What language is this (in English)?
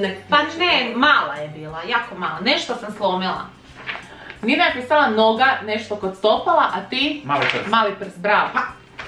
Croatian